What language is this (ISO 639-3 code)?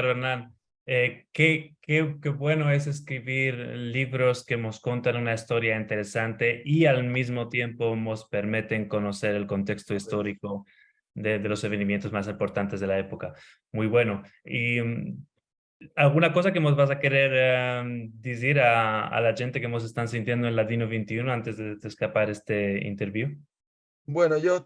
lad